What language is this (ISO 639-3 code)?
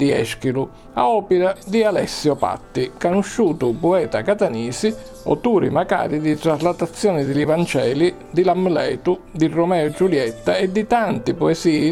scn